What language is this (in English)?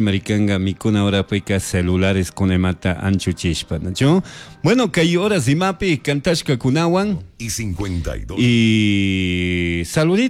Chimborazo Highland Quichua